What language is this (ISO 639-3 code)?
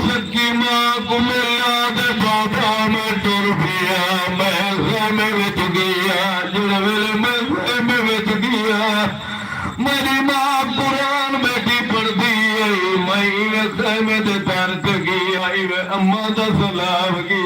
skr